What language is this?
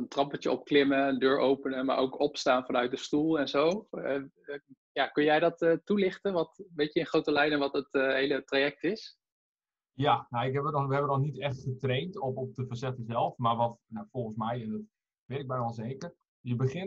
Dutch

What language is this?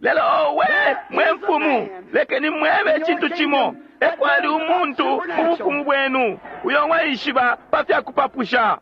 Bemba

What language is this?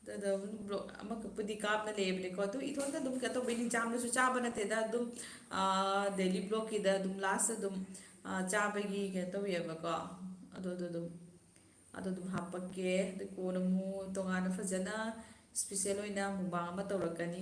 Manipuri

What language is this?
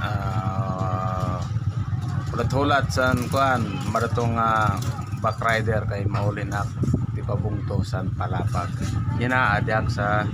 Waray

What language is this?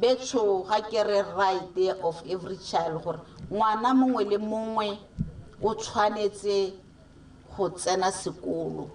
Tswana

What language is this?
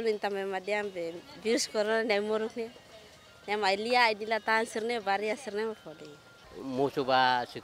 Tetum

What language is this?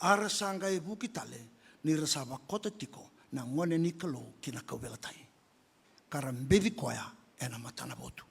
Fijian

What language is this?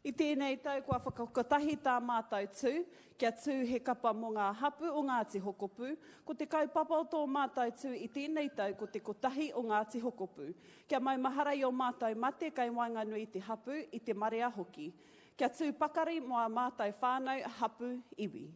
Māori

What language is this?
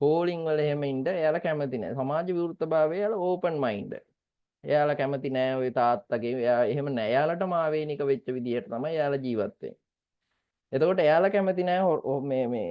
Sinhala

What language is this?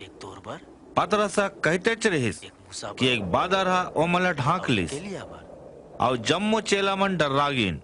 Chhattisgarhi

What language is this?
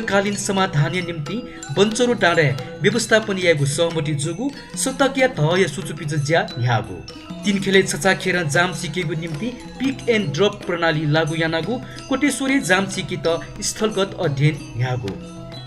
Newari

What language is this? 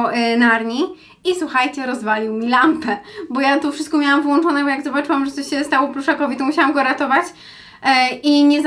Polish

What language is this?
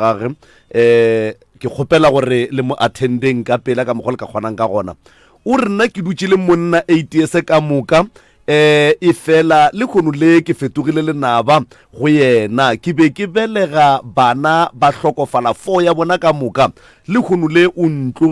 Northern Sotho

